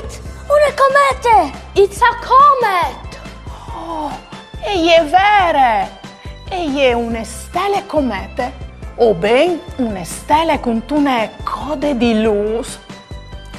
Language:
Friulian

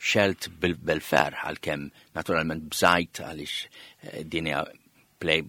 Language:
Maltese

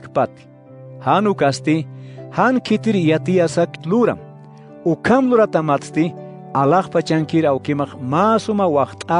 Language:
Aymara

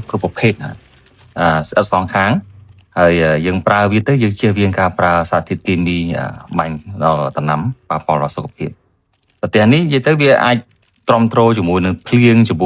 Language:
Khmer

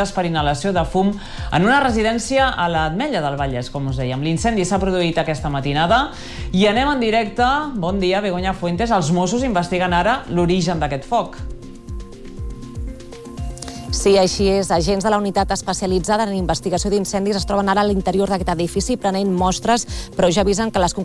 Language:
Catalan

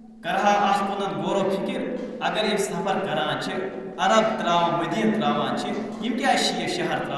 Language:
Kashmiri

